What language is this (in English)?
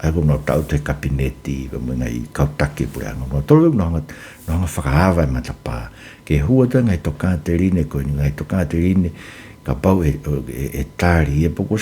Tongan